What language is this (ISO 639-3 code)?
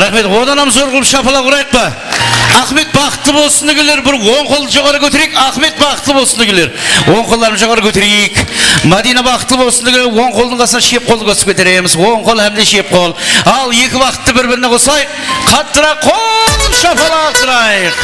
kaa